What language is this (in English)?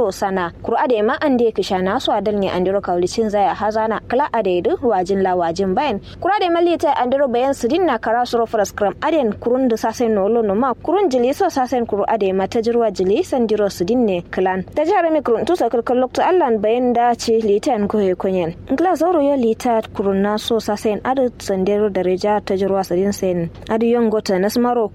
Kanuri